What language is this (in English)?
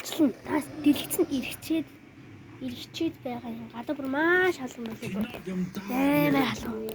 Mongolian